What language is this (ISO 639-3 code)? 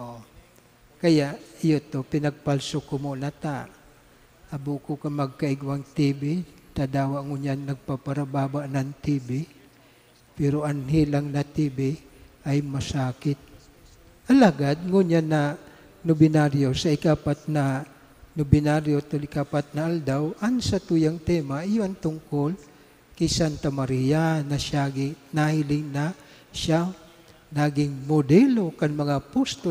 bik